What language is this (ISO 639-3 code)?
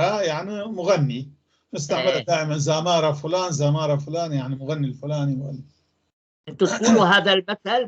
apc